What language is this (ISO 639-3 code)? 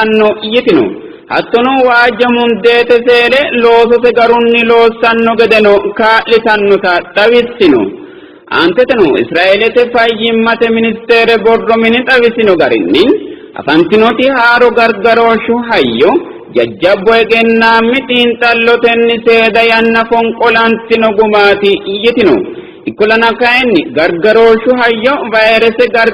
sid